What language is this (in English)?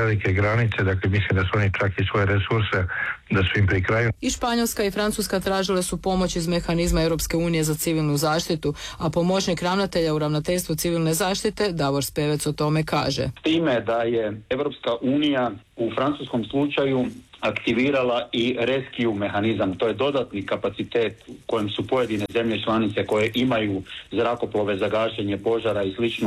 Croatian